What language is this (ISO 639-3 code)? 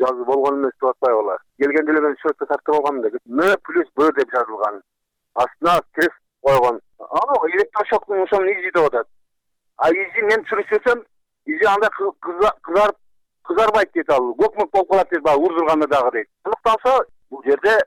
kir